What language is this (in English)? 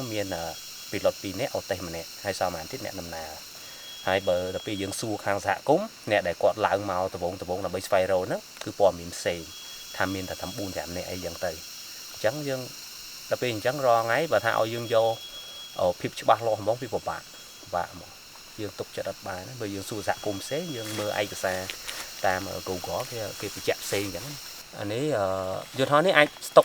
Khmer